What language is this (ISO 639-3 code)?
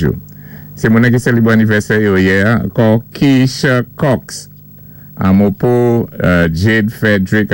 acf